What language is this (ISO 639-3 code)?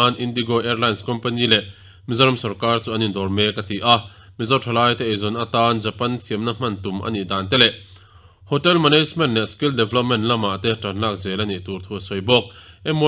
lus